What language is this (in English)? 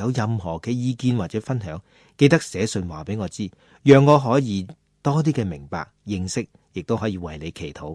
Cantonese